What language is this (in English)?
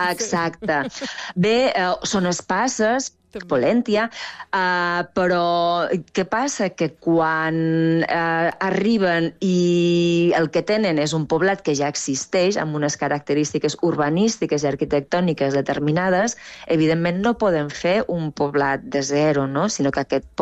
Catalan